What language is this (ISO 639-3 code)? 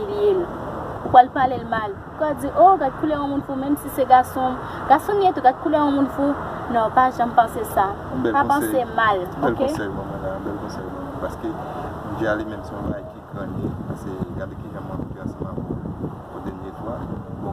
hat